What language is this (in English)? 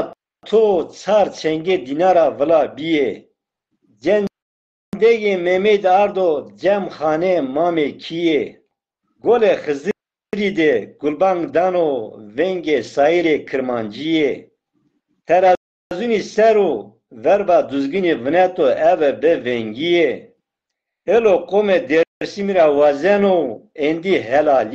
Zaza